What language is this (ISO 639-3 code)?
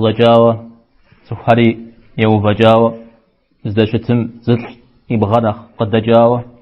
kbd